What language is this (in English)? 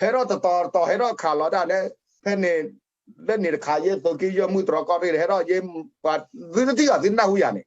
S'gaw Karen